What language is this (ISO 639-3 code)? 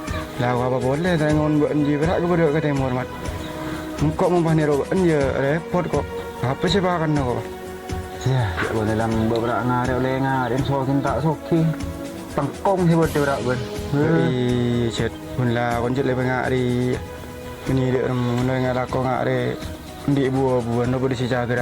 mad